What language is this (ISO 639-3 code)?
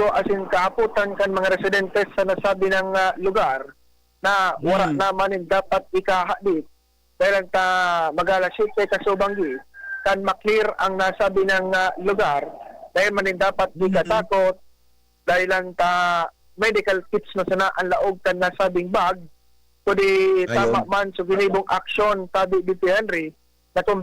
bik